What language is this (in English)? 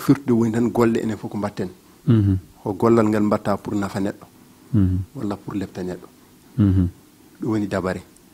Fula